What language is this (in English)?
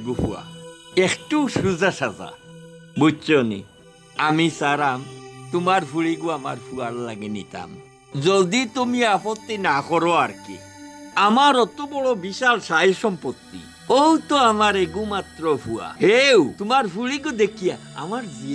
Sylheti